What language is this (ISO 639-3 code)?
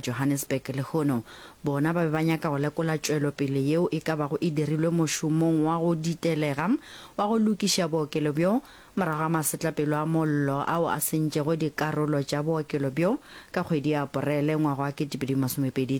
nso